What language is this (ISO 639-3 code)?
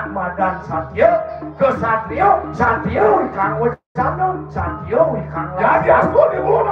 ban